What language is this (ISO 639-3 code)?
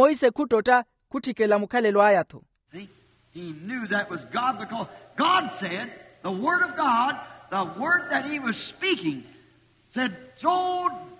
vmw